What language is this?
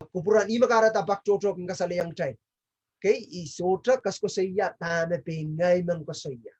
Pohnpeian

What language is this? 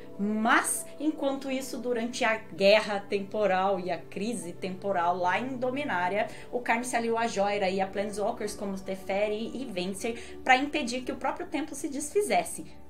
Portuguese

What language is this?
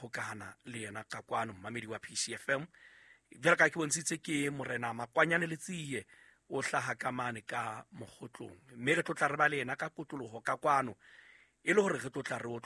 Southern Sotho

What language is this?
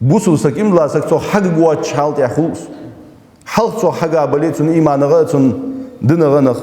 Ingush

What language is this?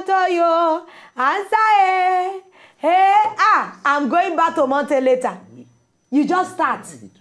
Nigerian Pidgin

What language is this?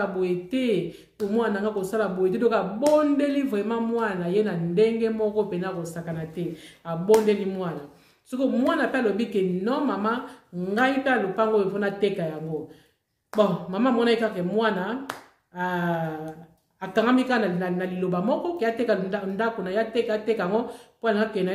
Lingala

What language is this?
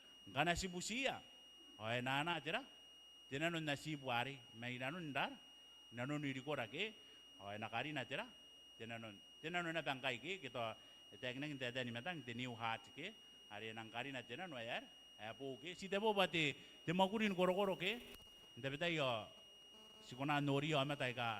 Gilbertese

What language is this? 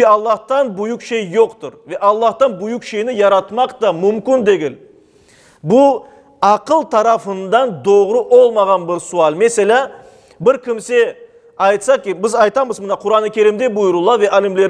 Crimean Tatar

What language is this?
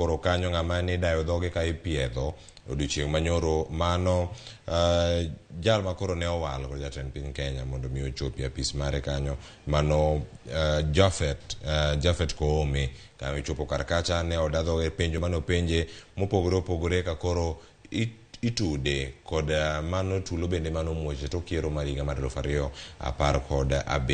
Luo (Kenya and Tanzania)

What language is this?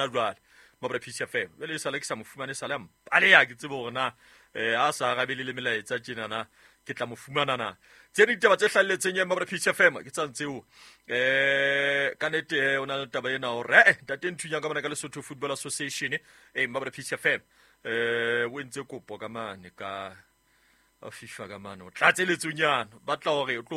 Southern Sotho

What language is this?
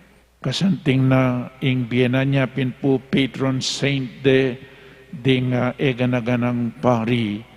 Pampanga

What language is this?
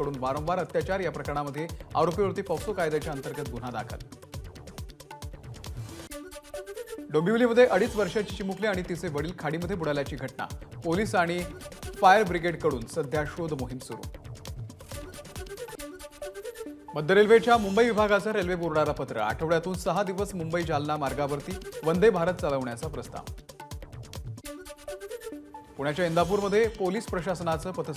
Marathi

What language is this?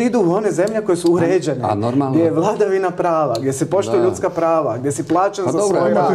Croatian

